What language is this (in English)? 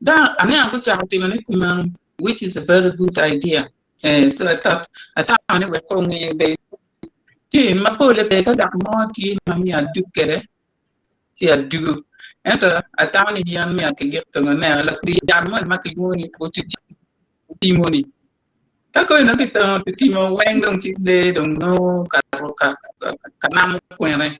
Acoli